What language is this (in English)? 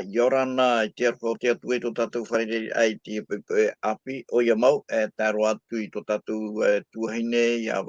Tahitian